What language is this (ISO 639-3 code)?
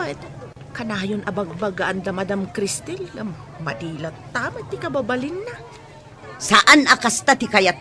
ilo